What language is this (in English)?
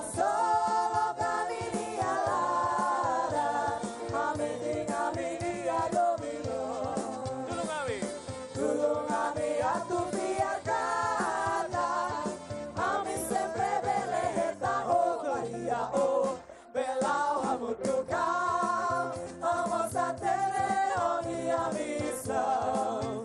Tetum